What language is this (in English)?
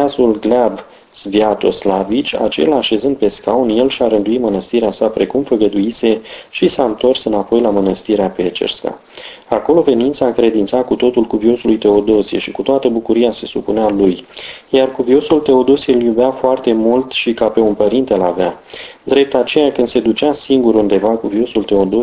Romanian